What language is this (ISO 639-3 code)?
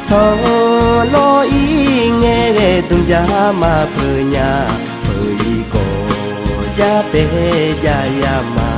ahk